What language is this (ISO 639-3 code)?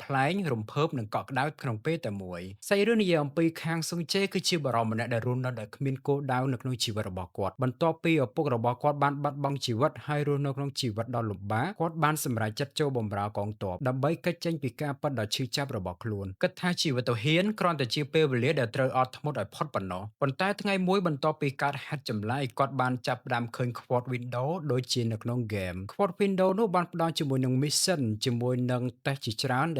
khm